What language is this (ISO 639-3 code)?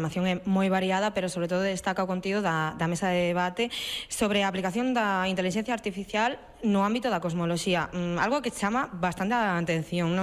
glg